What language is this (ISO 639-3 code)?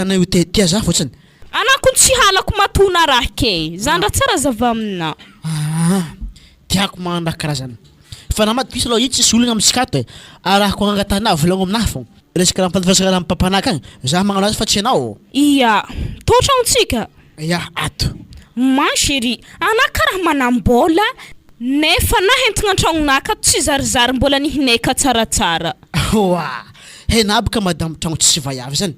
mlg